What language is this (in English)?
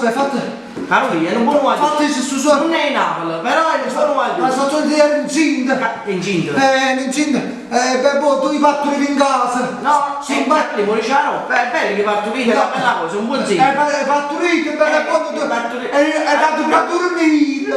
Neapolitan